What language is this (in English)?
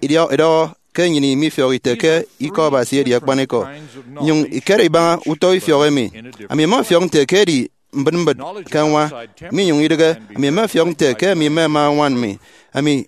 Efik